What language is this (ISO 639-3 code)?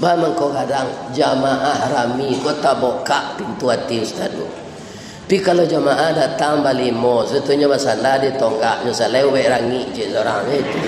min